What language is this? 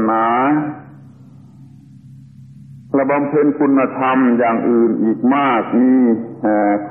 Thai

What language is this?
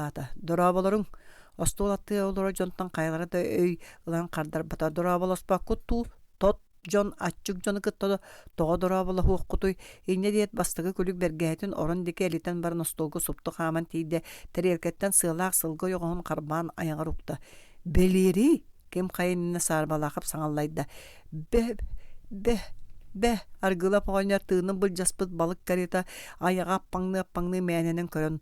Yakut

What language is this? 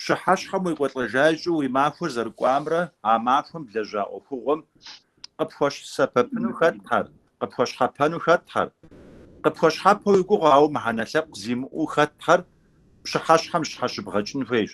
Kabardian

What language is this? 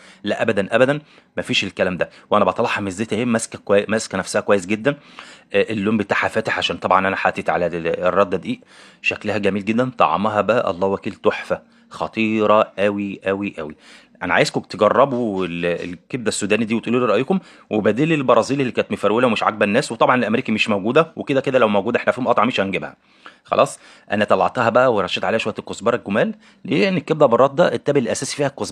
Egyptian Arabic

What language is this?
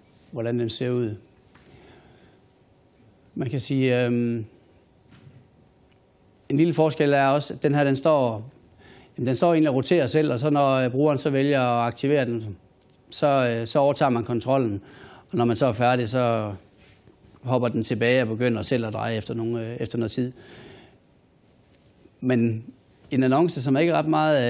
Danish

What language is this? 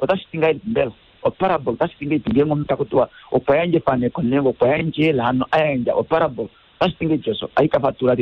Kuanyama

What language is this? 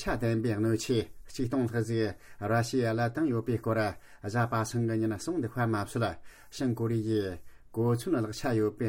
Tibetan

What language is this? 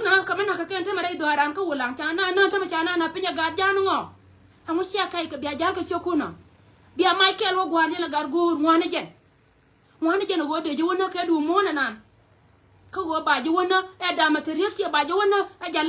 Nuer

